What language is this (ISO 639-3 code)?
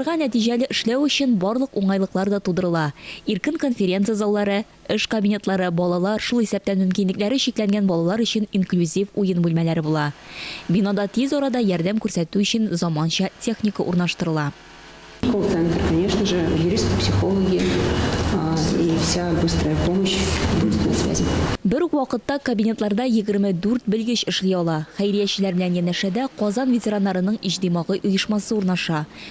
tat